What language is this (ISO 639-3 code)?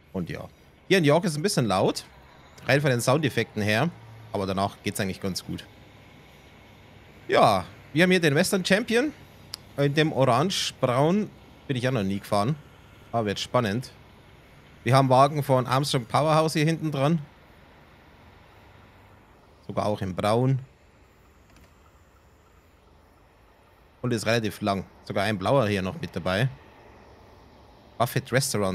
deu